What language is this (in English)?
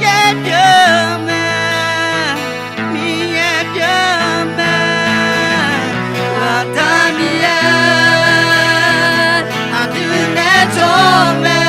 Akha